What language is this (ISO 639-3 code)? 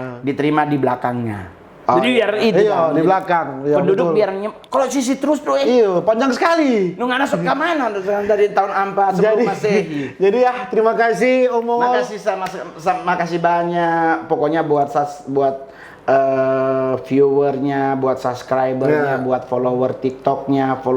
xmm